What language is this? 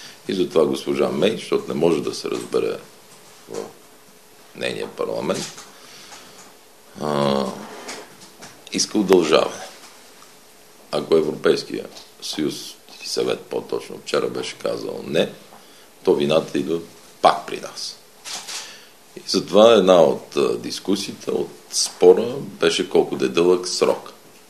Bulgarian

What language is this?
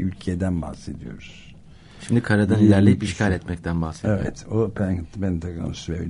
Turkish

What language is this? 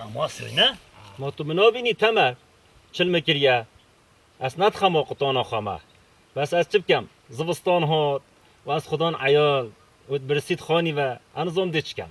Kurdish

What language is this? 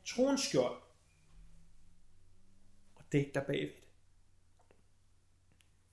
Danish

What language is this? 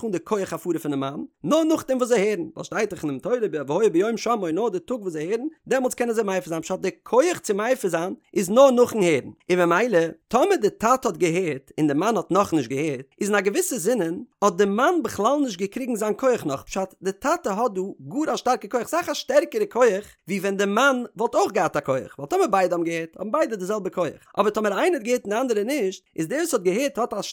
Yiddish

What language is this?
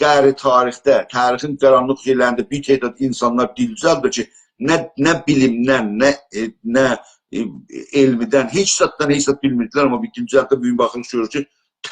South Azerbaijani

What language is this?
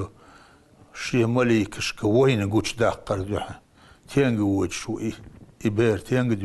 Chechen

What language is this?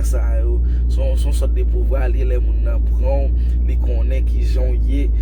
Haitian Creole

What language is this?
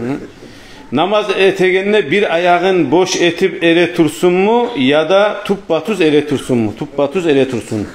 Kumyk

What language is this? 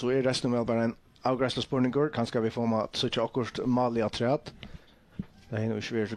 Faroese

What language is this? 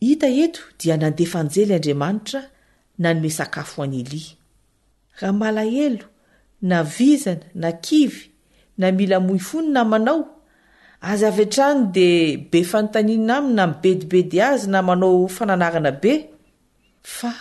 Malagasy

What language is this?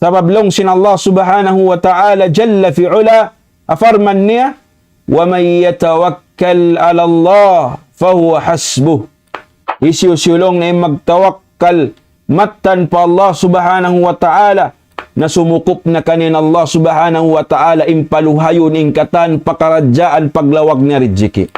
Tausug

